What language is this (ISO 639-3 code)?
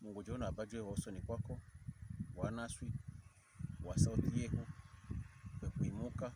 pkb